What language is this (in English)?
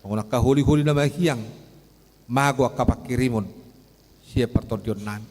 Batak Toba